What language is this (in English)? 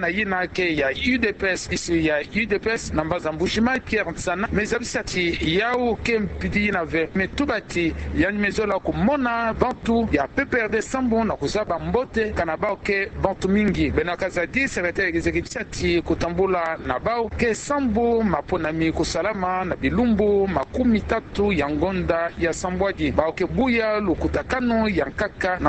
Kituba (Democratic Republic of Congo)